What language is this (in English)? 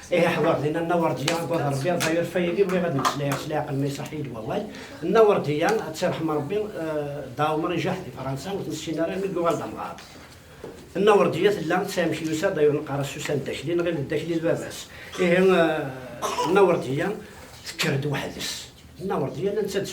Kabyle